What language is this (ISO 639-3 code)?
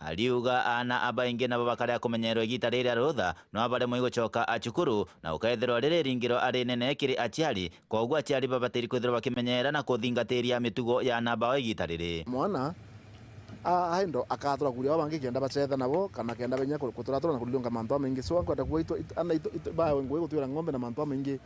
mer